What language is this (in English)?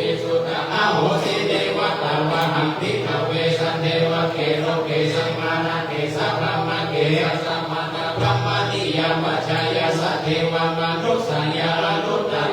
Pali